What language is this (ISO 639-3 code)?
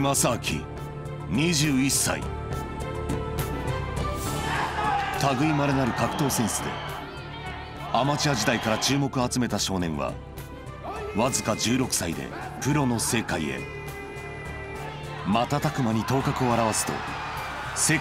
jpn